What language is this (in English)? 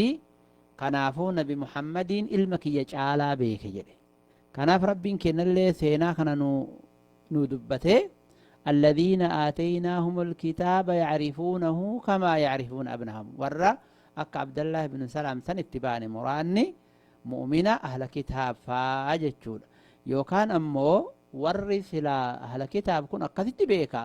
Oromo